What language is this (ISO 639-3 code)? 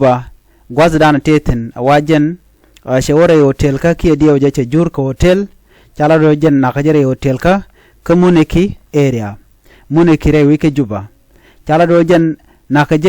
nus